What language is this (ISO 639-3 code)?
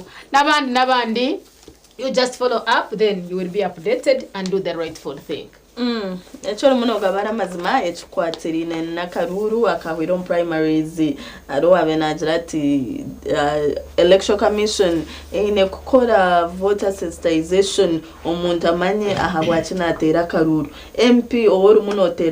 nyn